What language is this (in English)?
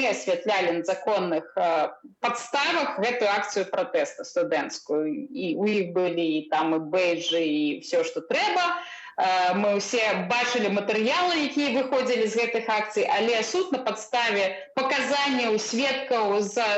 Belarusian